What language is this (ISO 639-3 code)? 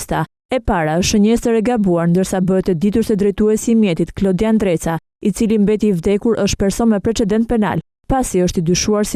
sqi